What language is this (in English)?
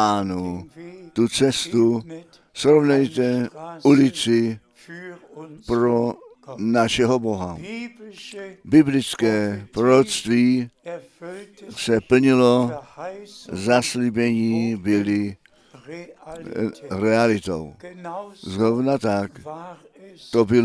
Czech